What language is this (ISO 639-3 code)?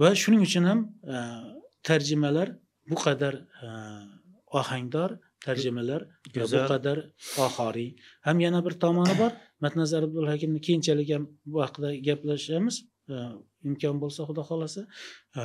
uzb